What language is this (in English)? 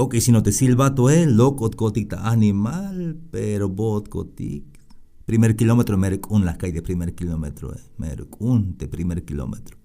Tzeltal